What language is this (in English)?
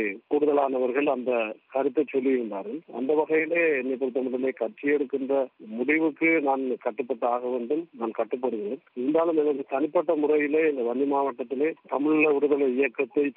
Tamil